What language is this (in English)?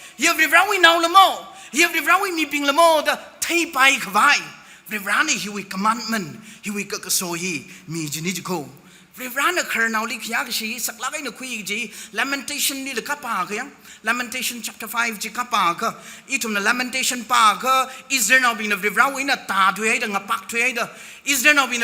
Tangkhul Naga (India)